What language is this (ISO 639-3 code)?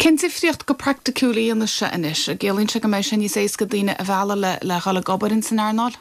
gle